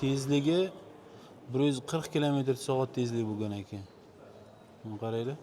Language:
Uzbek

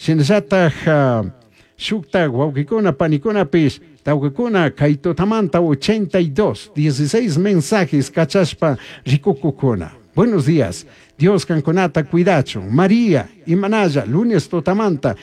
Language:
Chimborazo Highland Quichua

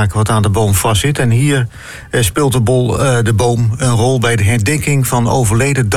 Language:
Dutch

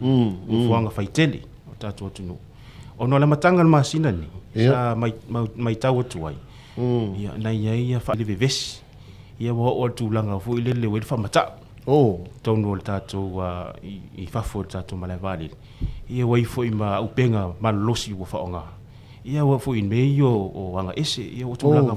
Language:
Samoan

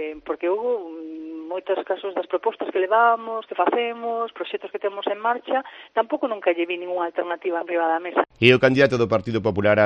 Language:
Galician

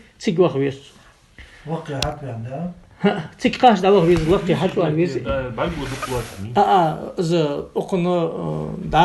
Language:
Ingush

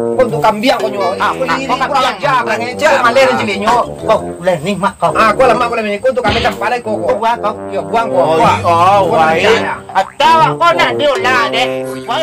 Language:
Minangkabau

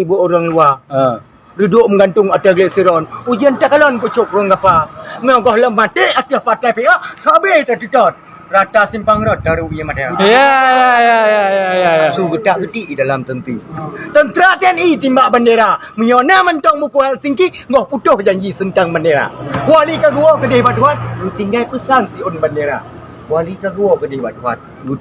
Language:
Achinese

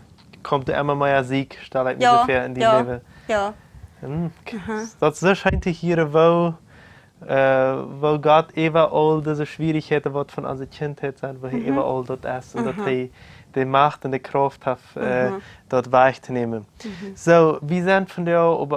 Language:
Plautdietsch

